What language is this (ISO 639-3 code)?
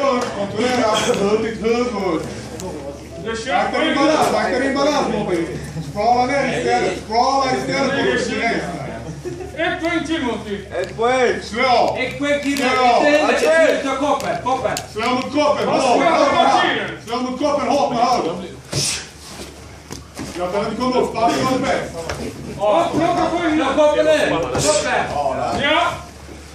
swe